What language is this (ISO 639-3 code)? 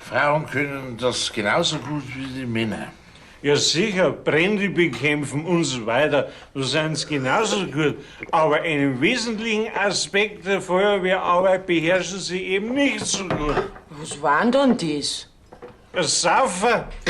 bar